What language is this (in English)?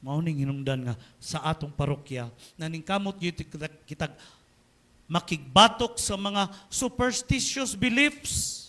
Cebuano